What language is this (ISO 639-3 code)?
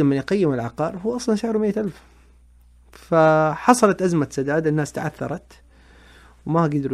ars